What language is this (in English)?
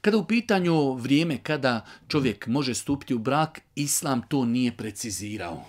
Bosnian